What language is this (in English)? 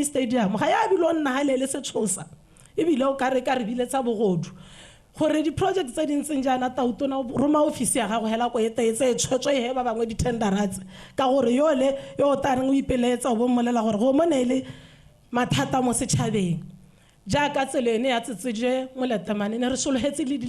Tswana